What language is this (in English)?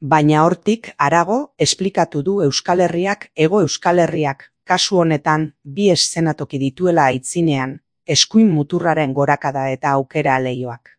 Basque